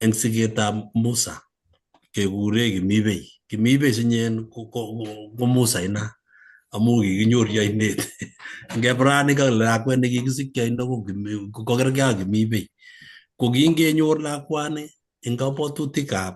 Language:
Kalenjin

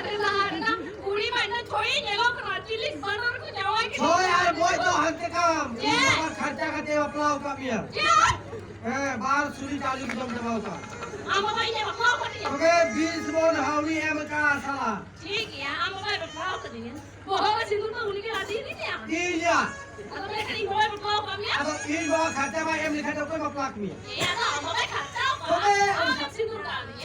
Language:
Santali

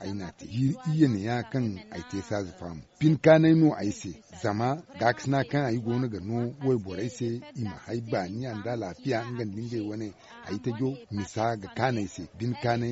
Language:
Zarma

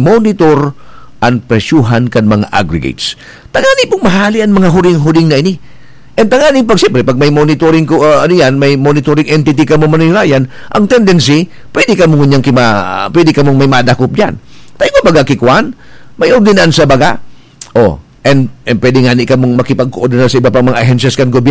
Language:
Bikol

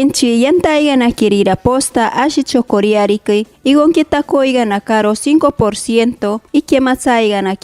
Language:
Machiguenga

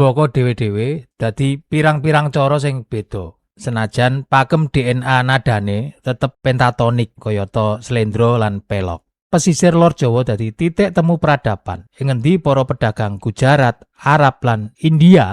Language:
Javanese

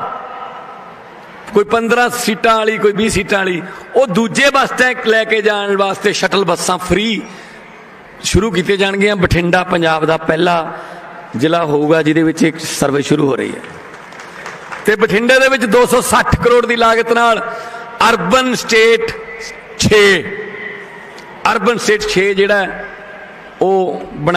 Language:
Punjabi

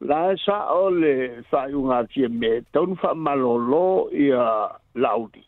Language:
Samoan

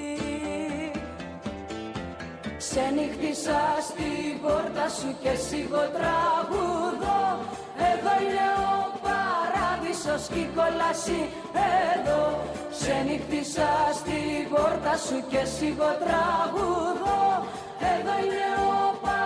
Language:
Greek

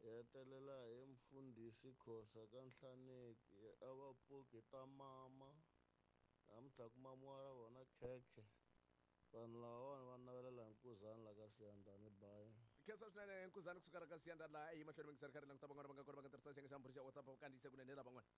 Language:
Tsonga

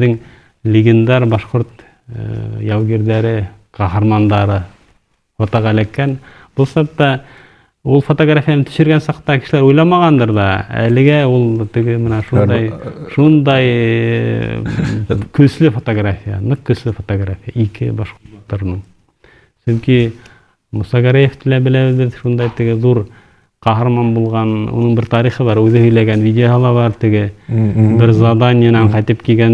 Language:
Bashkir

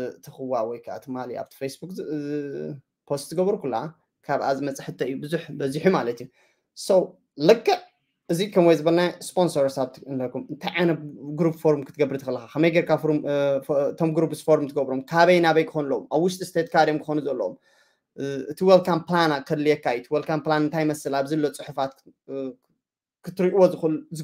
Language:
Tigrinya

